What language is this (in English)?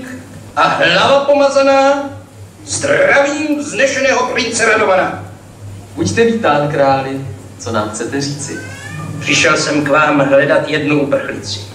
Czech